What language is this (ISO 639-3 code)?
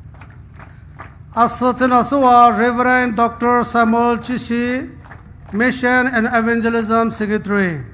pmx